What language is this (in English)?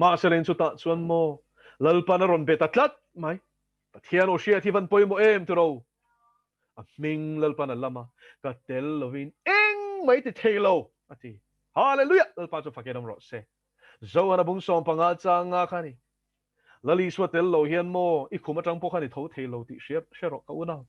Mizo